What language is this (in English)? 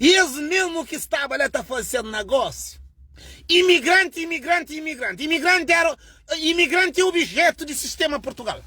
Kabuverdianu